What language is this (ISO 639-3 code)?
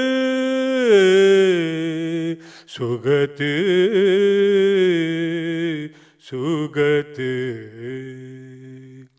kan